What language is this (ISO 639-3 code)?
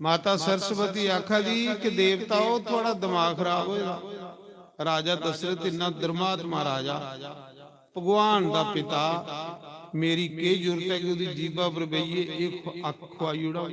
doi